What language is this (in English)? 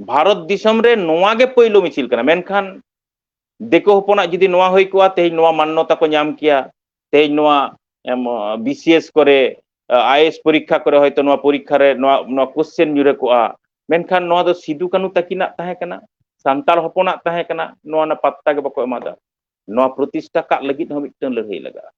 Santali